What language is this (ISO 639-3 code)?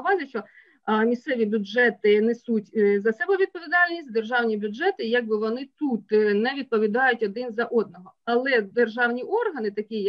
ukr